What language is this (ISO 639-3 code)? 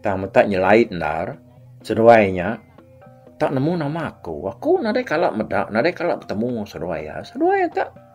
iba